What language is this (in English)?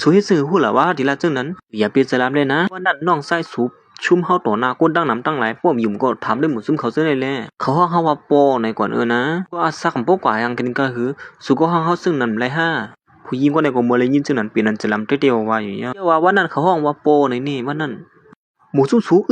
Shan